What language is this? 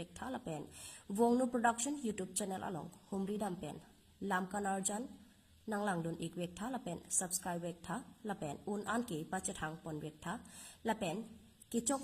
Karbi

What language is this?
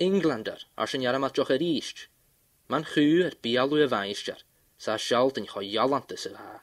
Scottish Gaelic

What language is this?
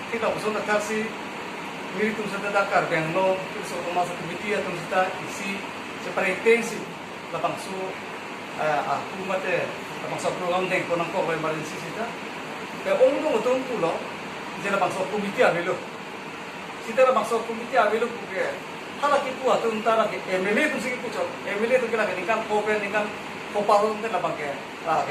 Karbi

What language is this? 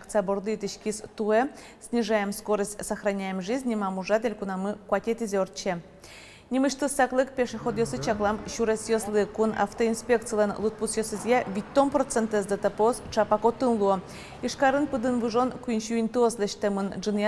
Udmurt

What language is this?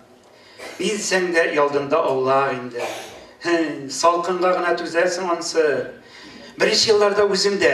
Tatar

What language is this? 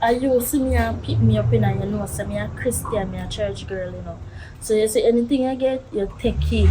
Jamaican Creole English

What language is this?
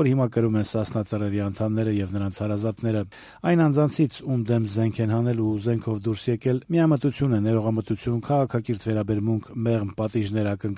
Armenian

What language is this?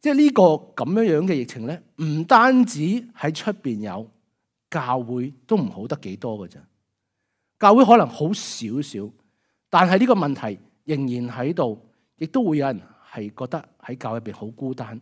Cantonese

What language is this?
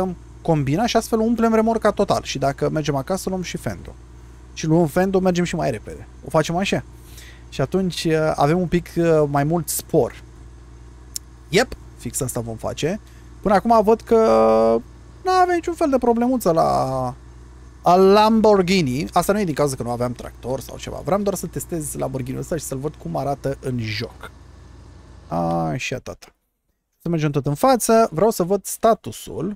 Romanian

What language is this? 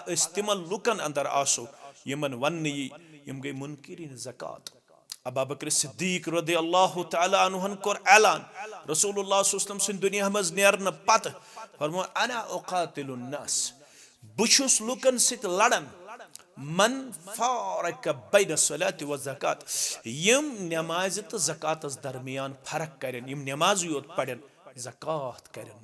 Kashmiri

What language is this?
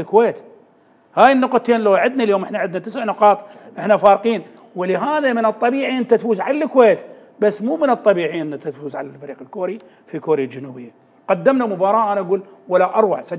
Mesopotamian Arabic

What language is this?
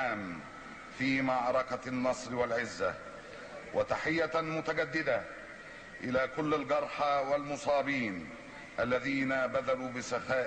Arabic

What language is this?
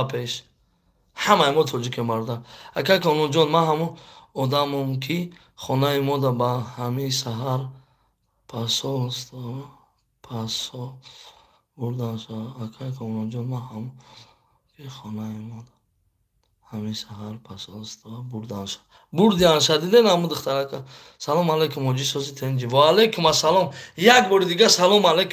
Tajik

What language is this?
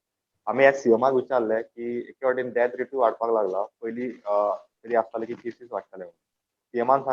Konkani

